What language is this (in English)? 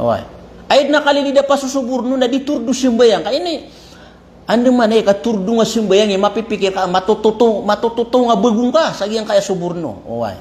Maranao